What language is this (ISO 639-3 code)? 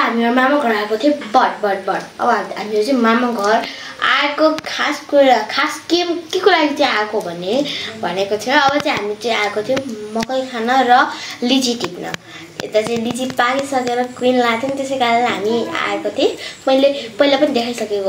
nep